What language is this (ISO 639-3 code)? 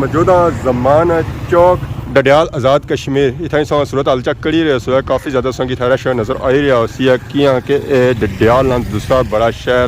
phr